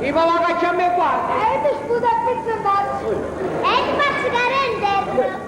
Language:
Neapolitan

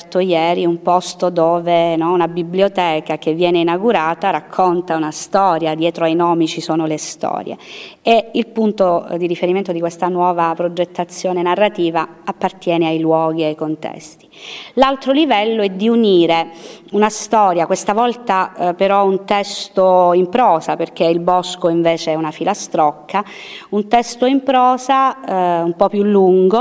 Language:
Italian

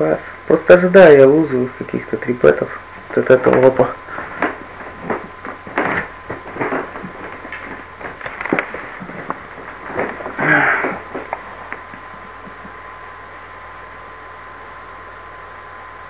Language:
Russian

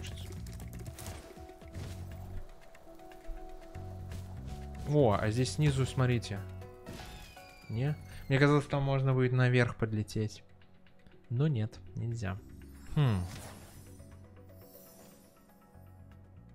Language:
Russian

